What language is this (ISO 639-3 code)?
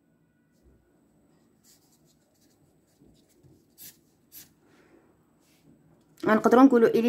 ary